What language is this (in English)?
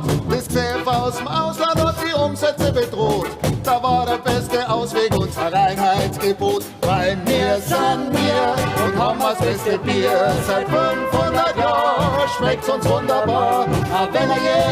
Bavarian